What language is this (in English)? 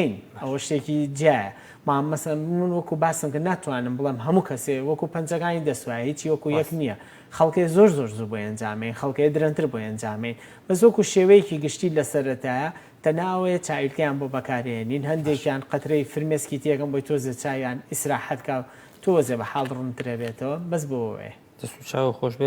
Central Kurdish